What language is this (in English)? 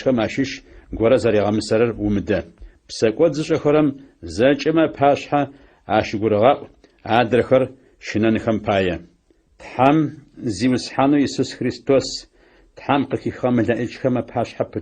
Adyghe